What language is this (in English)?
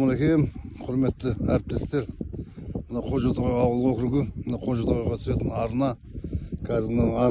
Kazakh